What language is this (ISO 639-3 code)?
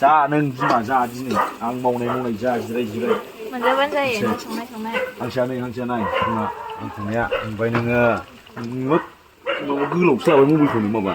brx